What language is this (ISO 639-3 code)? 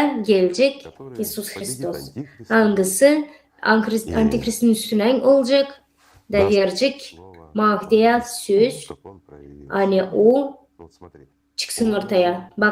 gag